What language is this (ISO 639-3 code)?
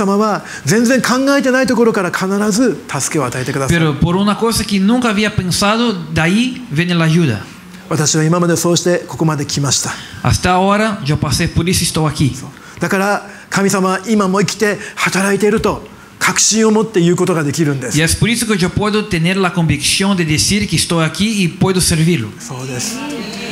jpn